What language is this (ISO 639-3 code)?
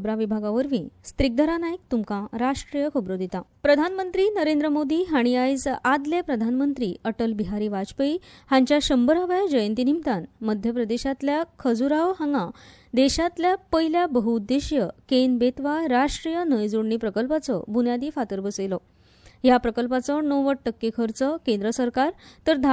kok